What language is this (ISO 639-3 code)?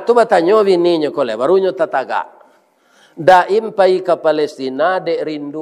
min